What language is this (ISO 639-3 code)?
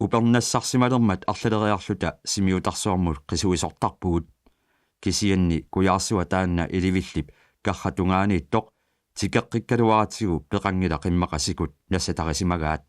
kal